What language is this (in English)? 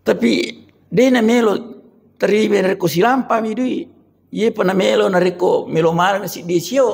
Buginese